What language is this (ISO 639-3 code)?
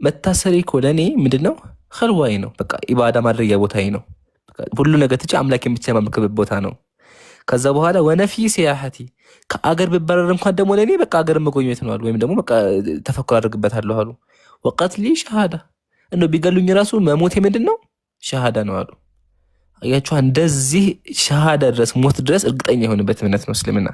amh